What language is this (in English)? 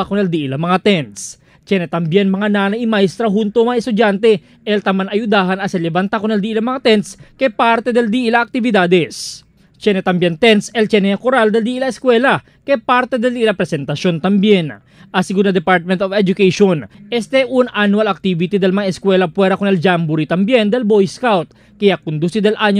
Chavacano